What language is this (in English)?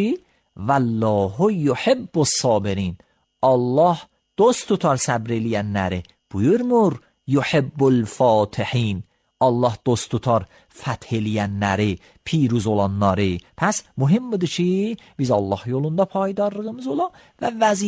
Azerbaijani